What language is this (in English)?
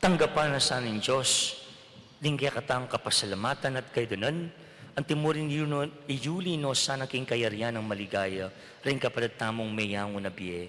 Pampanga